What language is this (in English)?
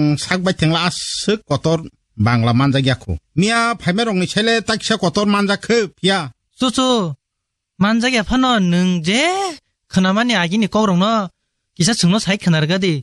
Kok Borok